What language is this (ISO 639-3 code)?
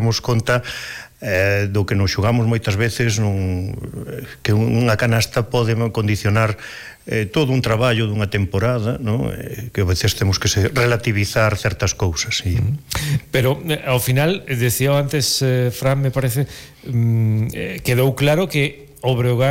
glg